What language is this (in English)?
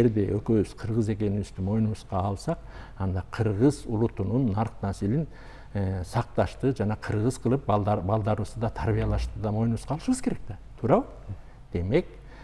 Kyrgyz